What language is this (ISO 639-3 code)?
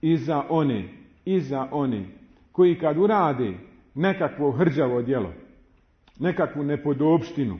bos